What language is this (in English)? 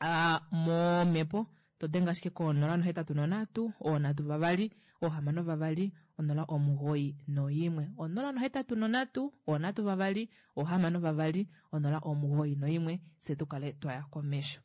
Kuanyama